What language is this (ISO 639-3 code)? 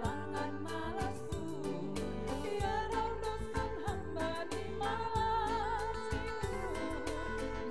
bts